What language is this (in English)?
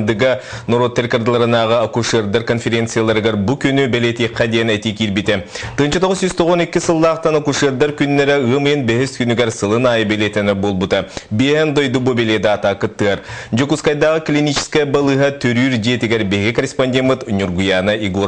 Yakut